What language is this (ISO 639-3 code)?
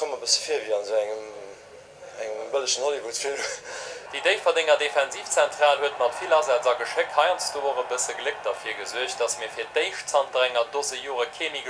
ltz